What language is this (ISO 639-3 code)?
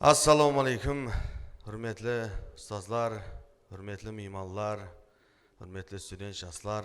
kaa